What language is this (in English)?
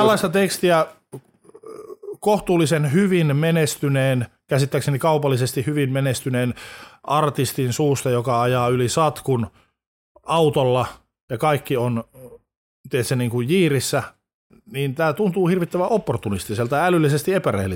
Finnish